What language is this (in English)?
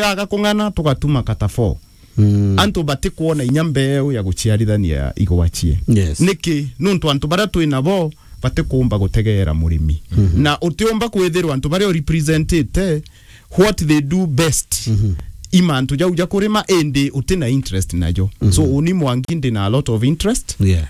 Meru